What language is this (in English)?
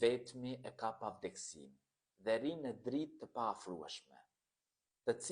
Albanian